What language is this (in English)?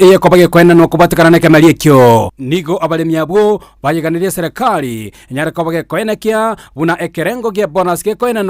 Gusii